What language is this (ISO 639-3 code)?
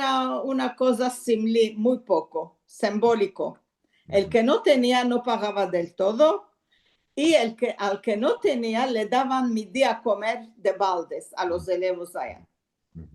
lad